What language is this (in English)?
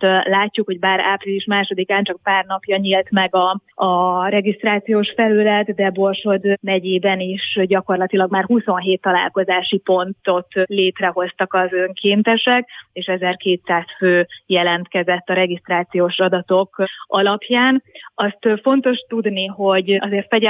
Hungarian